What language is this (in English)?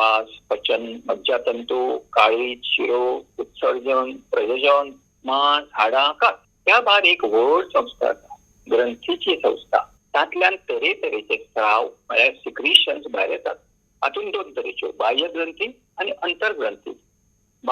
Konkani